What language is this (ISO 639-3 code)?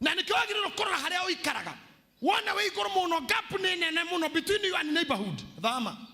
kik